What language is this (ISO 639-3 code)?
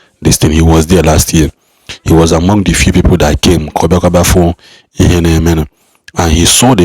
ibo